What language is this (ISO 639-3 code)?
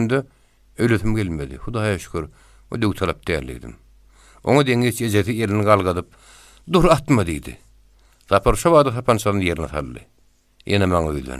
tuk